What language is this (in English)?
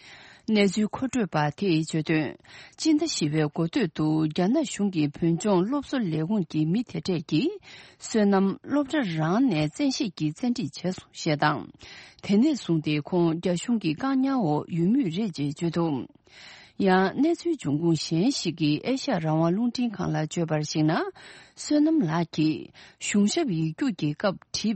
Tibetan